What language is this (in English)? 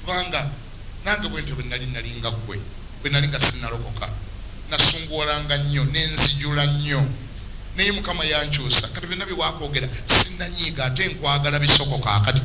Ganda